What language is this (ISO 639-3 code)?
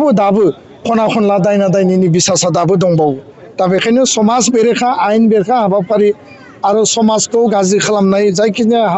brx